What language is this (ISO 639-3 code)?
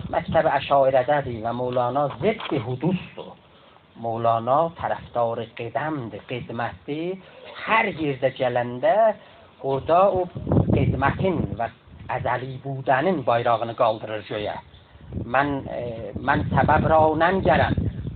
azb